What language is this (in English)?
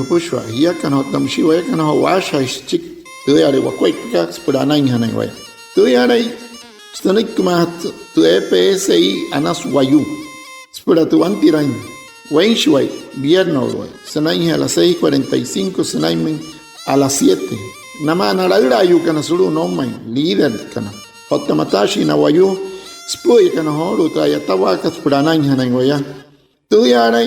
Wayuu